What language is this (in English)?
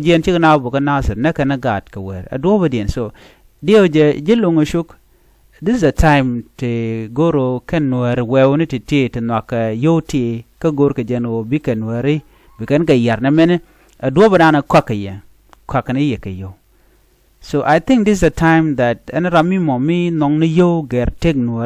Nuer